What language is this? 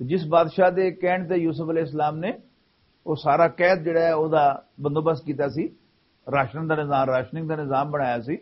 Western Panjabi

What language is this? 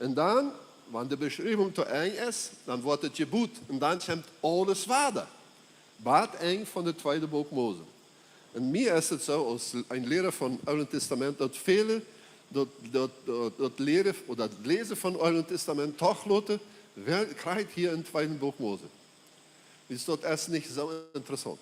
Plautdietsch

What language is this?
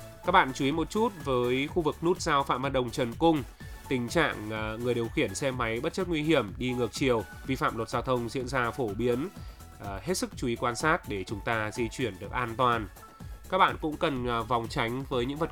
Vietnamese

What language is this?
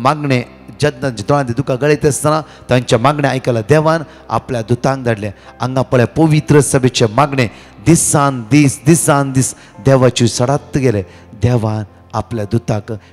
Konkani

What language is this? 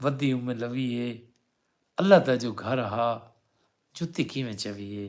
Saraiki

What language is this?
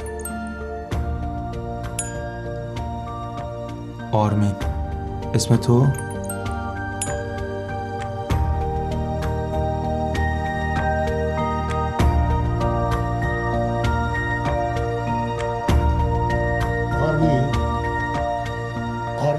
Persian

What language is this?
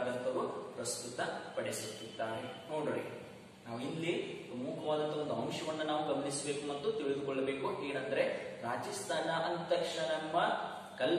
Kannada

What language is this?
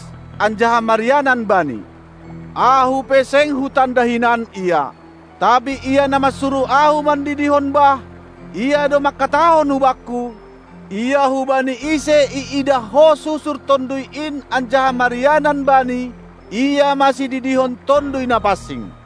Batak Simalungun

